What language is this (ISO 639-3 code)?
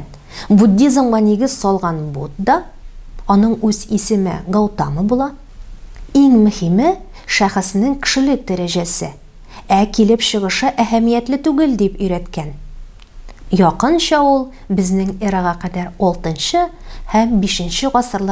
tat